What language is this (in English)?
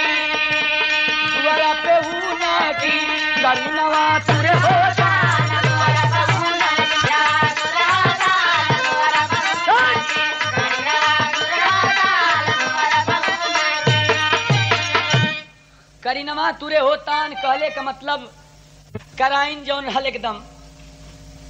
Bhojpuri